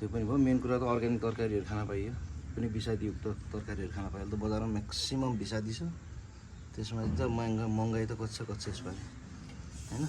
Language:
Nepali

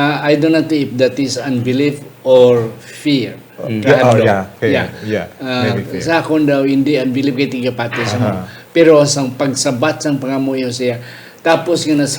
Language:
Hiligaynon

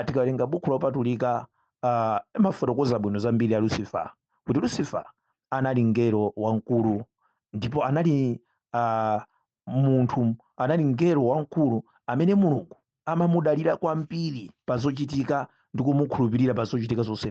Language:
Nyanja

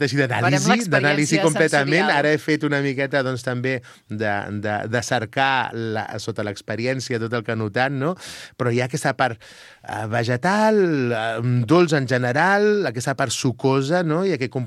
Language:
Catalan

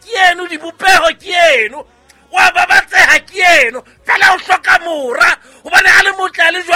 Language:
Southern Sotho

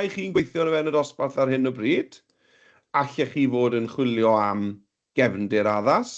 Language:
Welsh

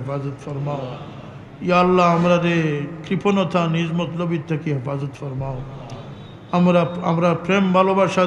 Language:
Sylheti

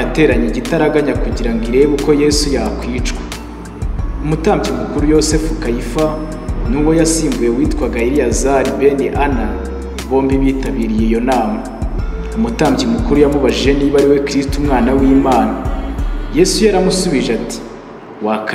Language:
Kinyarwanda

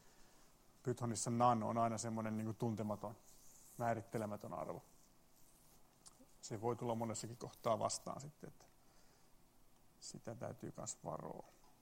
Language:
Finnish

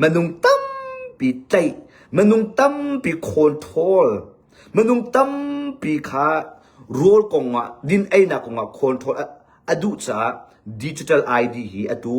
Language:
Hakha Chin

